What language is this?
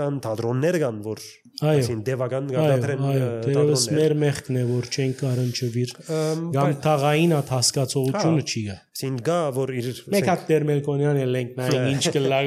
Armenian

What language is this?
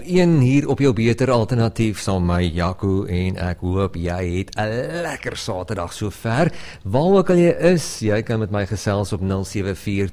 Afrikaans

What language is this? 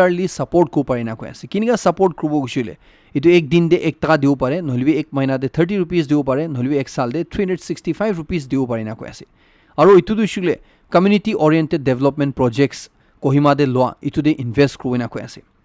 Naga Pidgin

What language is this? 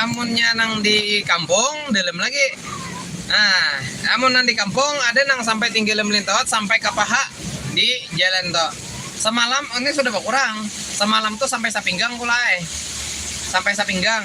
Banjar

